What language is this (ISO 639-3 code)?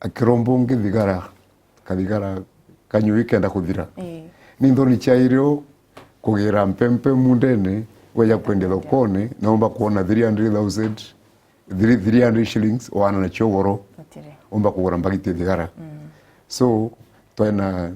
mer